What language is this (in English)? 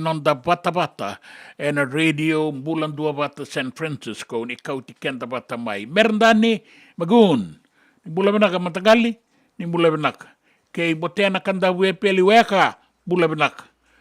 Fijian